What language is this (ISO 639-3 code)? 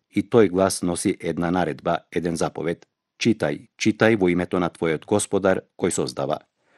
mkd